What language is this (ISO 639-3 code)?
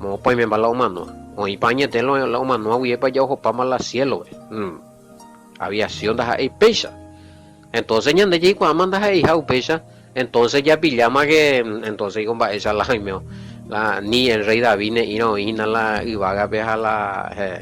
grn